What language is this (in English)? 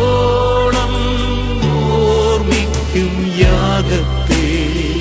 Malayalam